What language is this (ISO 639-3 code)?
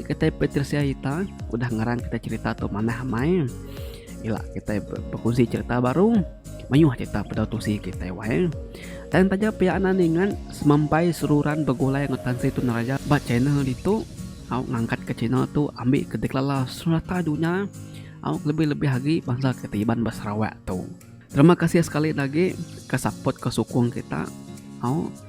iba